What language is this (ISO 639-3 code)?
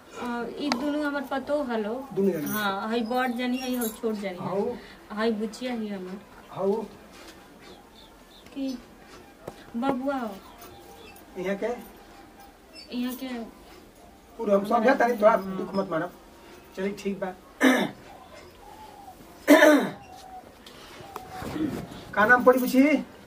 bho